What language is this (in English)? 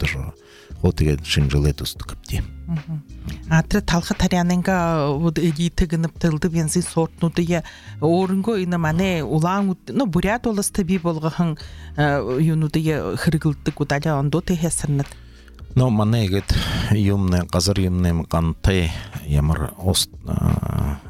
Buriat